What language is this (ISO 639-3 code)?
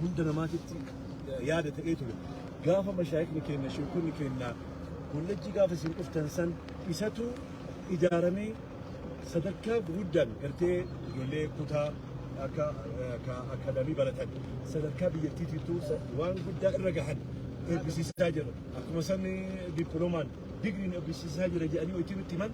orm